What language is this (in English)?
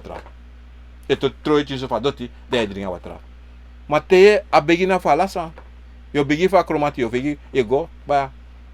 Sranan Tongo